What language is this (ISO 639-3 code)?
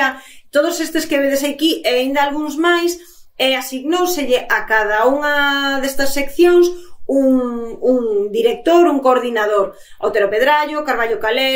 glg